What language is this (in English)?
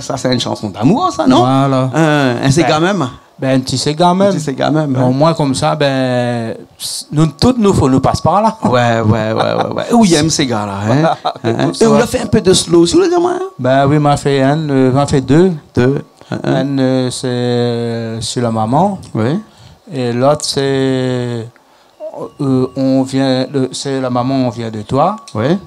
Réunion Creole French